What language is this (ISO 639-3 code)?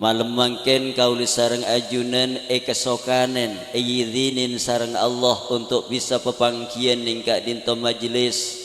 mad